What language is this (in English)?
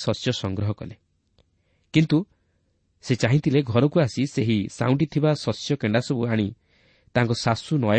Odia